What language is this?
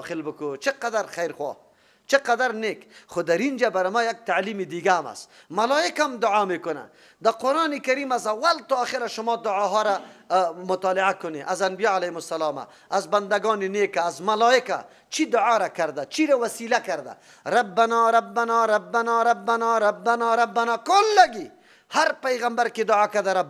Persian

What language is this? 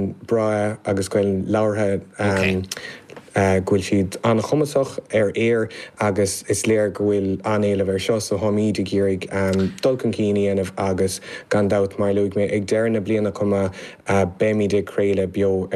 Irish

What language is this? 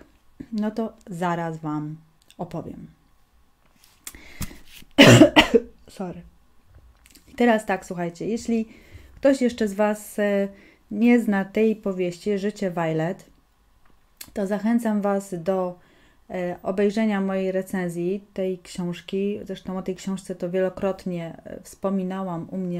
Polish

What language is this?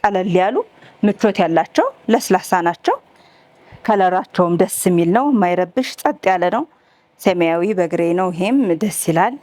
Amharic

